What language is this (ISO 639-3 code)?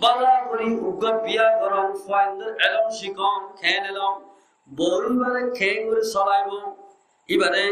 rhg